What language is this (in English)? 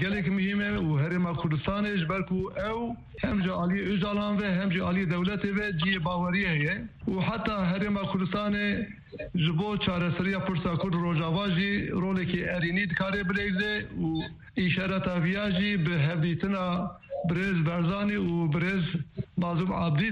Kurdish